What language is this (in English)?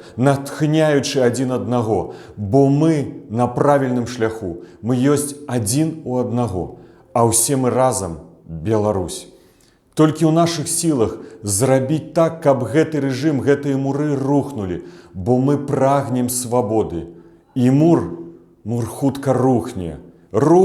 Belarusian